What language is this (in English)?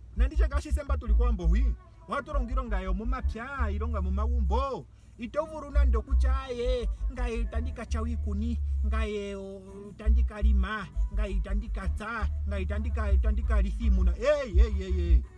Ndonga